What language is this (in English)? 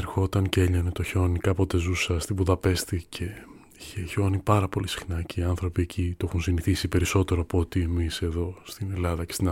Greek